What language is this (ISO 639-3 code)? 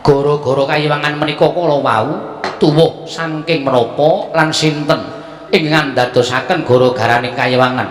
jav